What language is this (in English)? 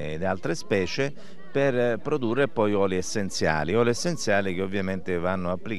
Italian